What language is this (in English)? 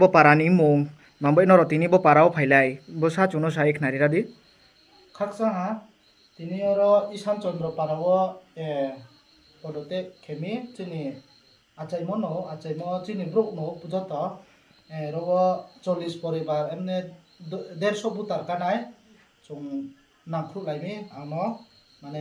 Riang (India)